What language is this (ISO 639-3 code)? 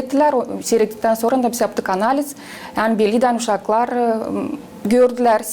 gag